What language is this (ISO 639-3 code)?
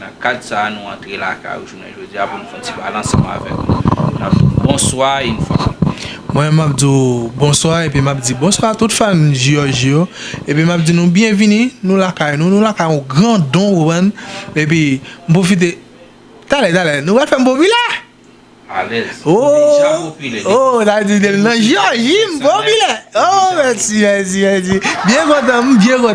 hat